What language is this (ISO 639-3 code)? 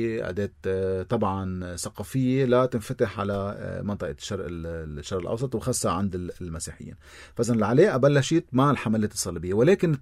apc